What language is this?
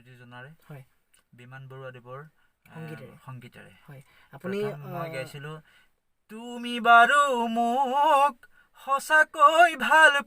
Assamese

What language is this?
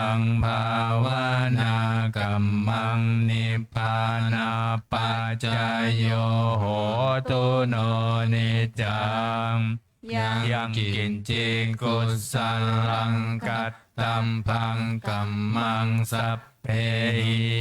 Pali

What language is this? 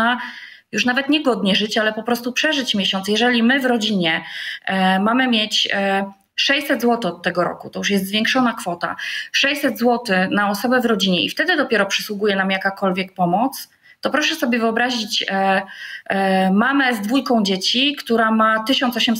Polish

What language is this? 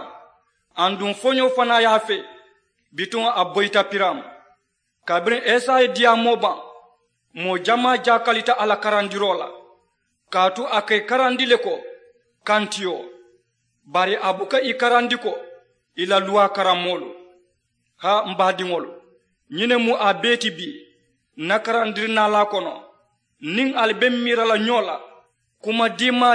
Mandingo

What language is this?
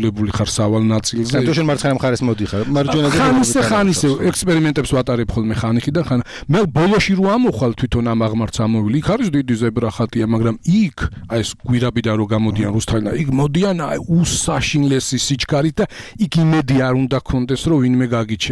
Georgian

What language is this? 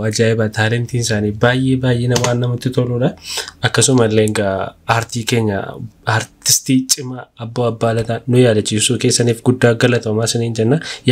Oromo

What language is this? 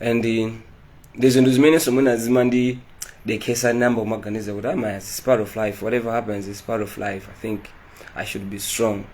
Nyanja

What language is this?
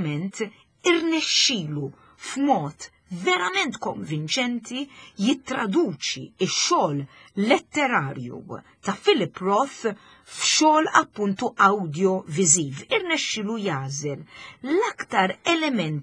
Maltese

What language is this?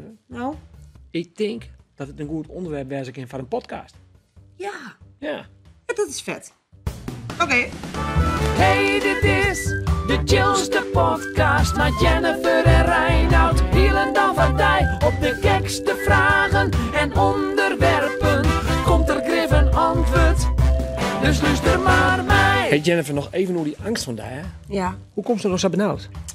Western Frisian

